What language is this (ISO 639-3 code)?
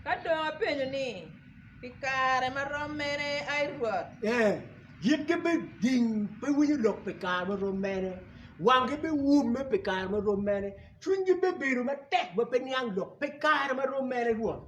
ach